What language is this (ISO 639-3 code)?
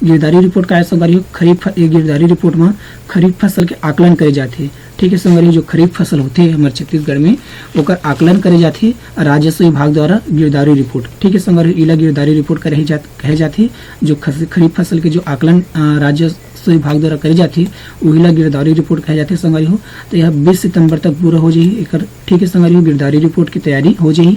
hne